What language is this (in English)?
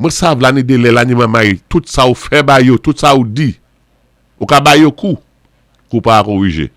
Saint Lucian Creole French